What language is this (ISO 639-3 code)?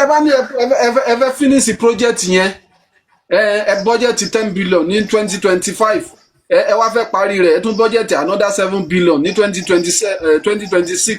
yor